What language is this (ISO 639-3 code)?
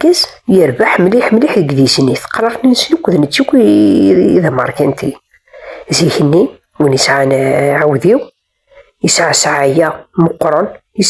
kab